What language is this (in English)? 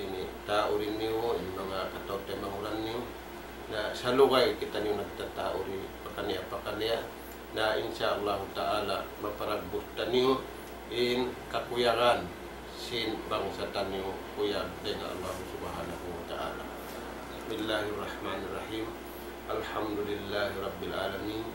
Tausug